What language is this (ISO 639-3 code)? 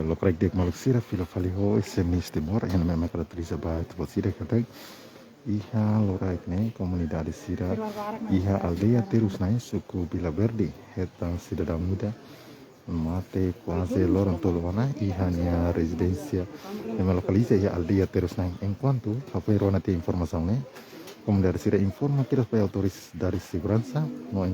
tet